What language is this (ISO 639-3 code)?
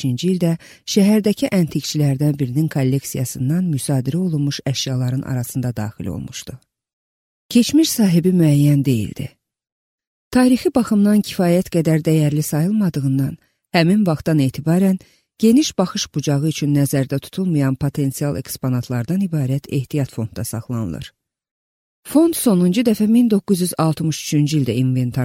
aze